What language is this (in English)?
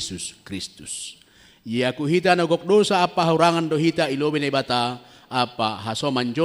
Batak Simalungun